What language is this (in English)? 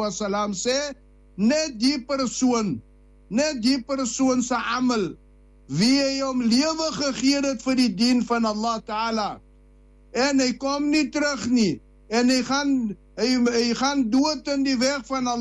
Afrikaans